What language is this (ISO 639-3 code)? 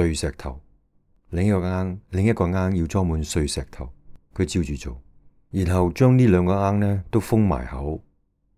yue